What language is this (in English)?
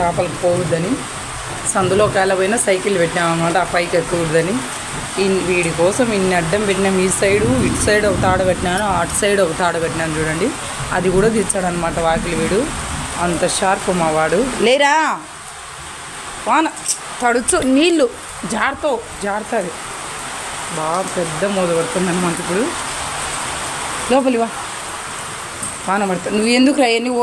Telugu